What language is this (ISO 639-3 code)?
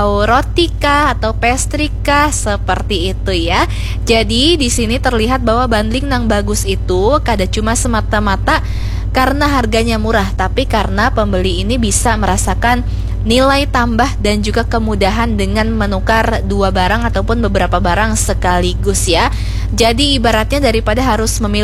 bjn